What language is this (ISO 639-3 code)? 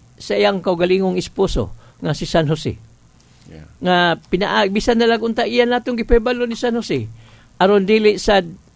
ceb